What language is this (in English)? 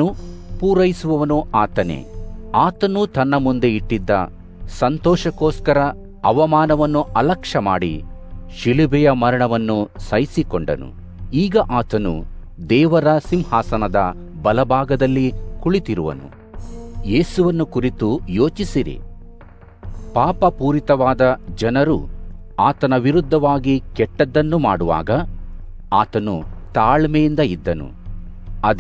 Kannada